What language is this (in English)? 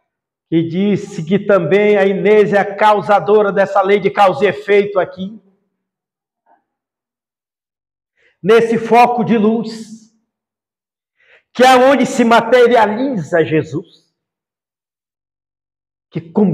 Portuguese